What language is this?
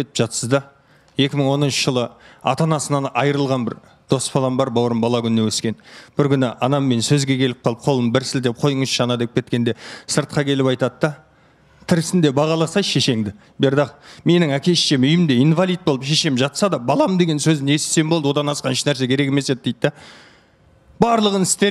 Kazakh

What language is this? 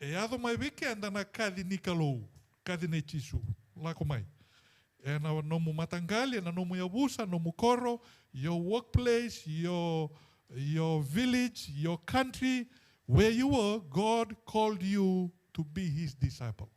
Fijian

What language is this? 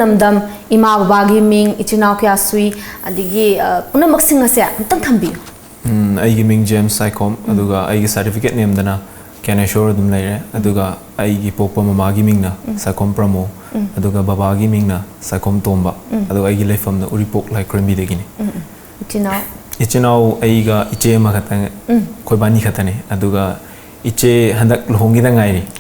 Manipuri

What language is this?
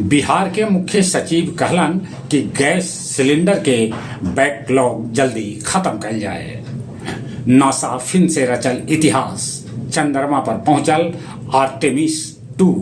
Magahi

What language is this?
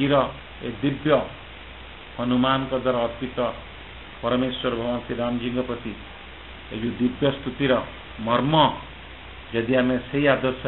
Odia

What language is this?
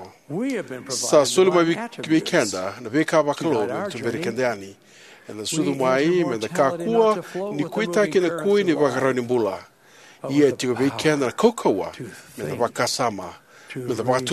Fijian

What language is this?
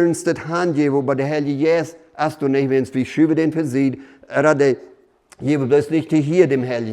Plautdietsch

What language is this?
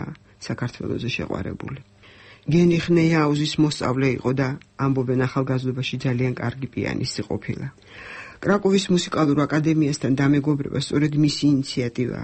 Georgian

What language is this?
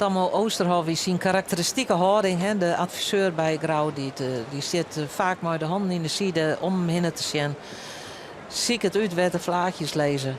Western Frisian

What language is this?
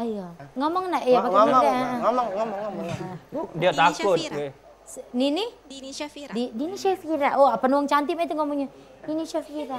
Musi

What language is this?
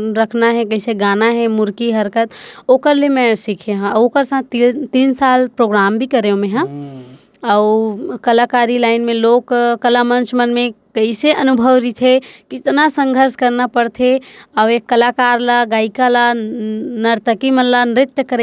Chhattisgarhi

